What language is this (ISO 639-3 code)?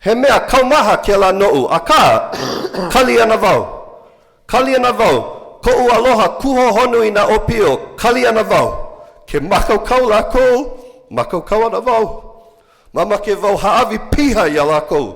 haw